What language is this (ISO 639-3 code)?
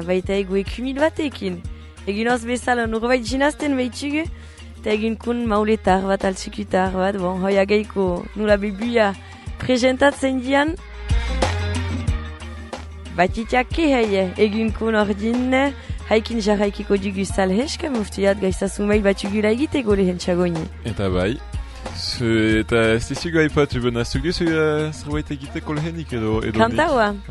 eus